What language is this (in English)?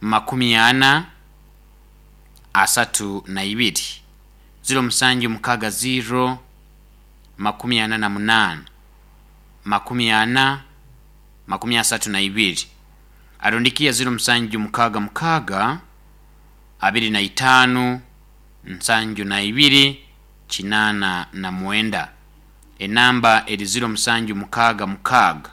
Nyoro